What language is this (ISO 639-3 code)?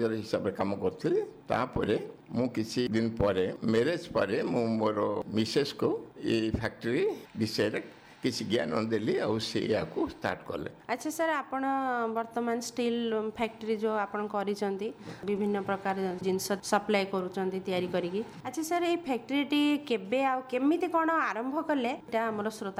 ori